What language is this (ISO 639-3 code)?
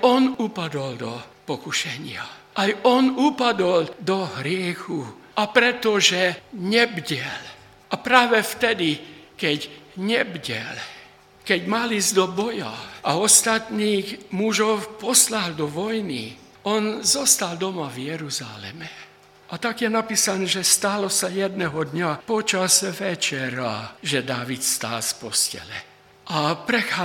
slk